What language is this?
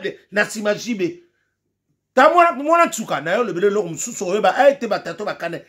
Lingala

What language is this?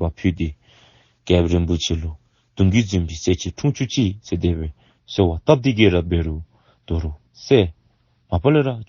Dzongkha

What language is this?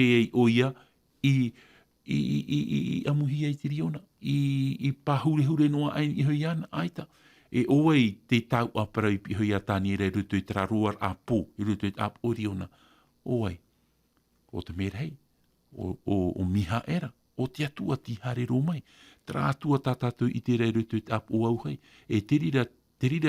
Tahitian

